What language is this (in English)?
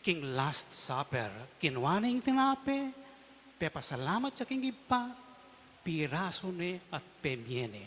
Pampanga